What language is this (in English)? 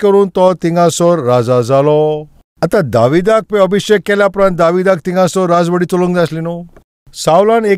Konkani